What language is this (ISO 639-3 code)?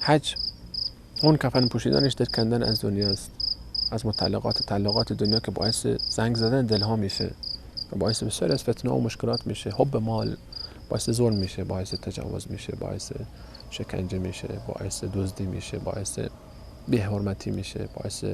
fas